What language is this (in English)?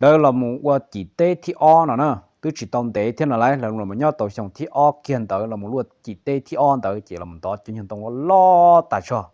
Hmong